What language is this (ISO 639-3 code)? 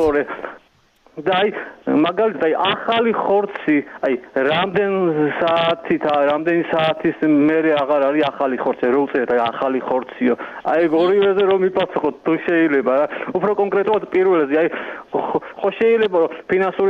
kat